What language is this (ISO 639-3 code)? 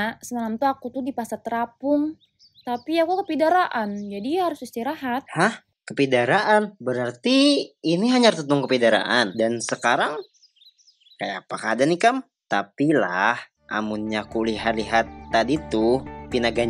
bjn